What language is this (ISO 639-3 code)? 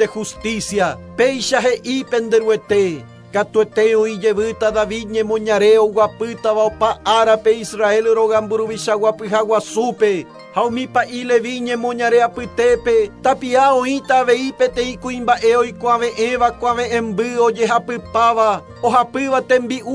grn